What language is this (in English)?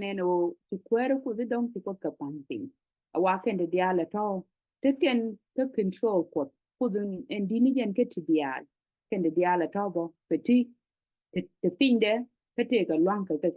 Nuer